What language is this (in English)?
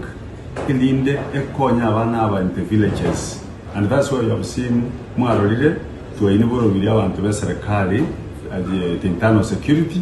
Gusii